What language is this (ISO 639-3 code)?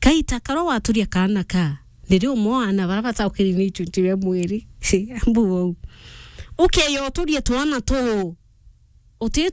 mer